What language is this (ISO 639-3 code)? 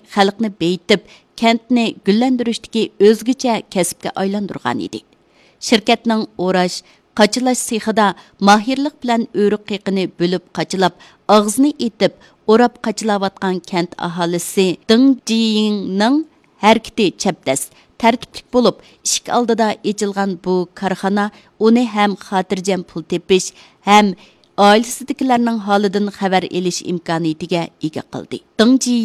uig